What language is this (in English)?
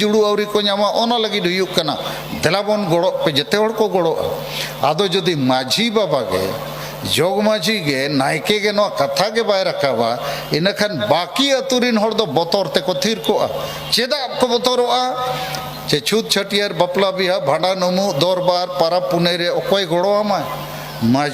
Santali